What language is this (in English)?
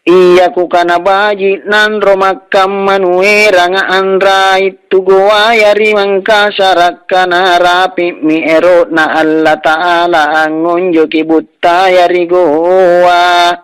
Makasar